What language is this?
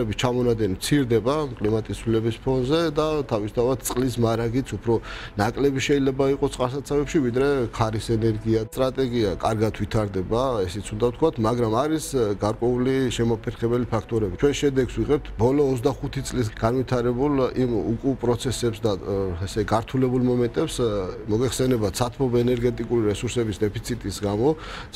Georgian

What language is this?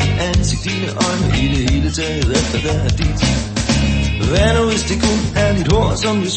Danish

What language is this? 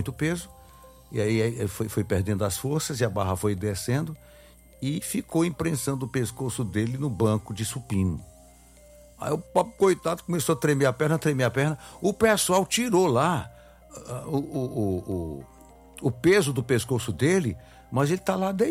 Portuguese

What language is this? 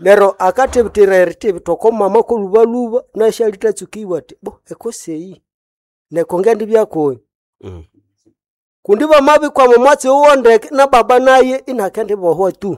Nande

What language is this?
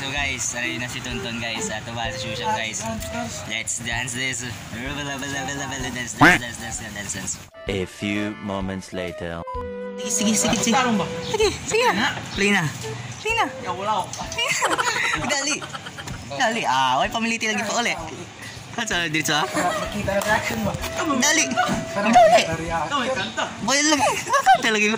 Cebuano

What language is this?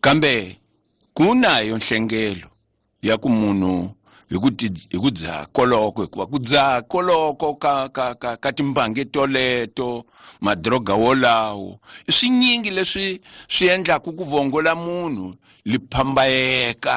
Tsonga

